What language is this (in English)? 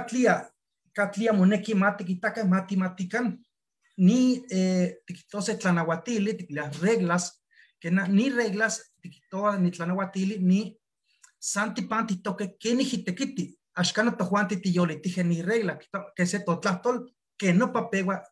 Eastern Huasteca Nahuatl